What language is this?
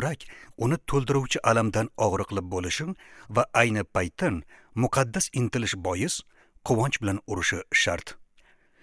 Uzbek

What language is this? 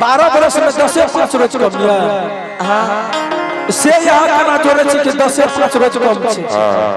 Angika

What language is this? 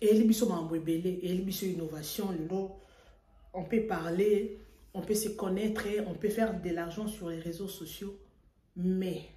Lingala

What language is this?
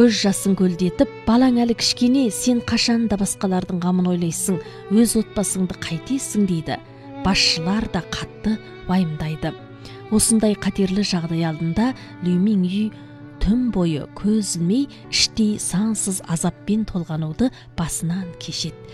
Kazakh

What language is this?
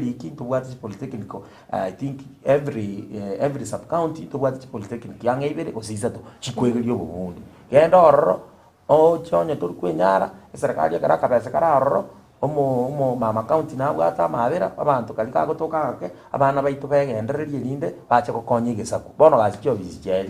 Gusii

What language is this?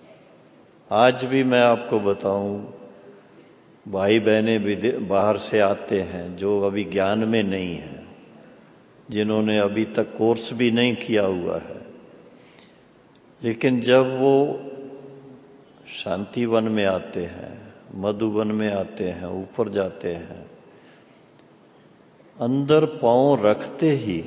Hindi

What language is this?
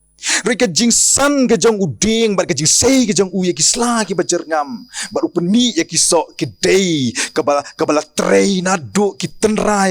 Khasi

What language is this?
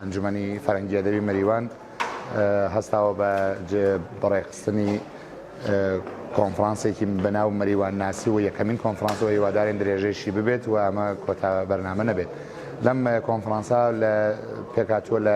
Central Kurdish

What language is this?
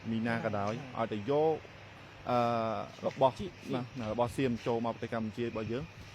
Khmer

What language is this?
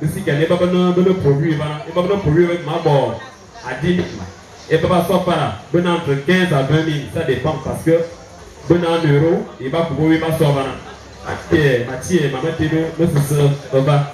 Fang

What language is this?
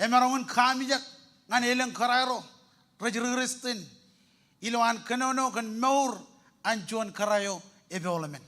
Marshallese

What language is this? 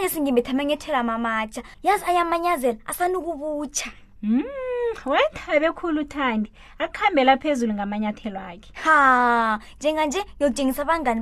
South Ndebele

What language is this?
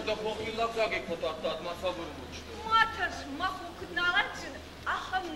Ossetic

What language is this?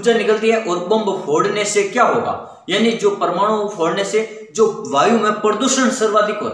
Hindi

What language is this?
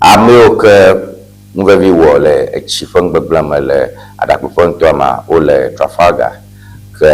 Ewe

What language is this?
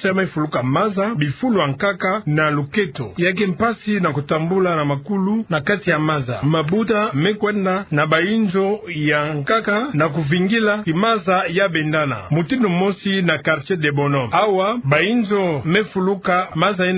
Kituba (Democratic Republic of Congo)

